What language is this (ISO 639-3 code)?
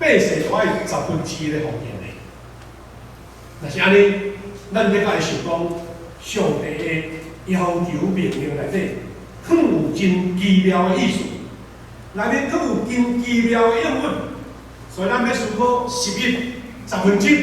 nan